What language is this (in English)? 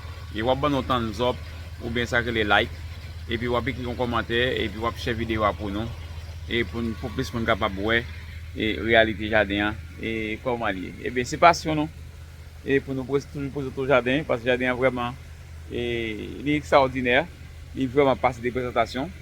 Haitian Creole